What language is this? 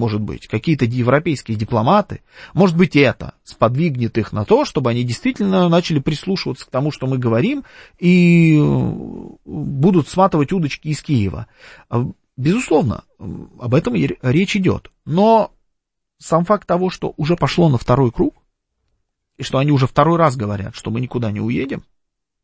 Russian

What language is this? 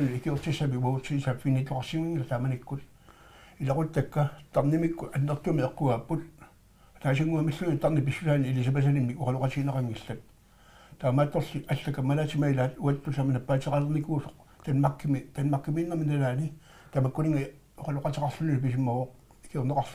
Kalaallisut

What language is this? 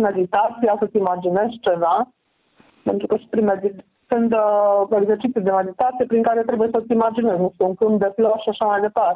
Romanian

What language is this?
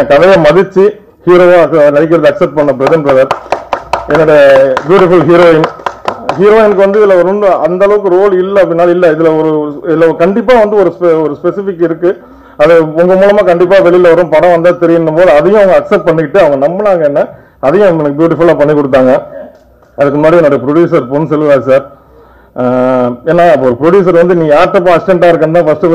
Tamil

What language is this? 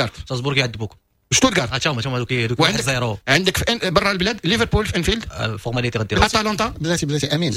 Moroccan Arabic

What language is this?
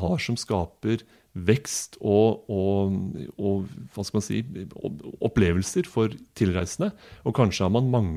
Norwegian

